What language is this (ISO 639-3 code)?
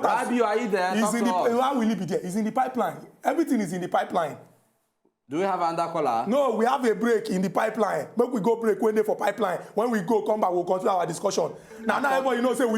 pcm